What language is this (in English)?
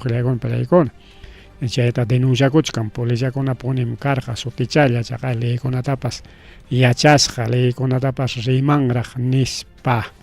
Ayacucho Quechua